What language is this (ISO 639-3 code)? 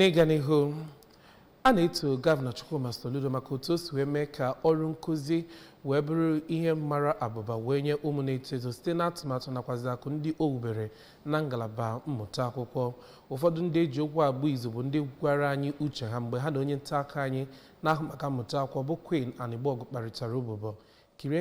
ibo